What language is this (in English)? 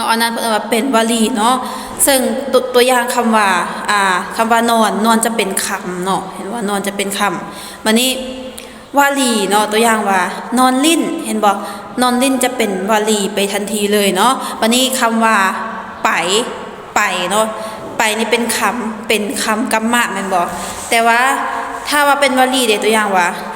Lao